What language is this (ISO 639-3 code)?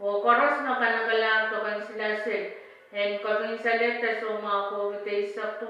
pon